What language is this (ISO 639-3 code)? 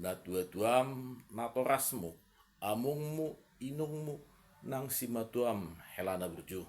bbc